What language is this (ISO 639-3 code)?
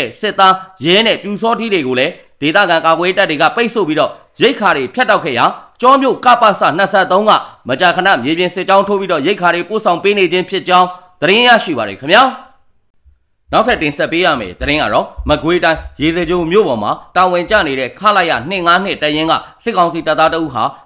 mya